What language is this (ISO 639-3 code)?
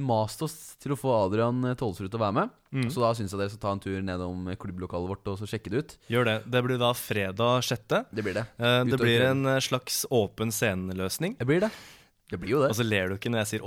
nor